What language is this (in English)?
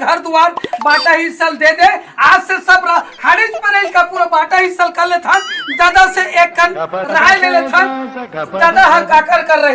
Chhattisgarhi